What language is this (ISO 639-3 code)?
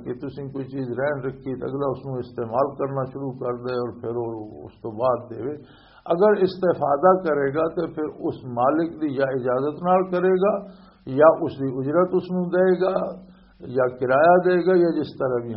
lah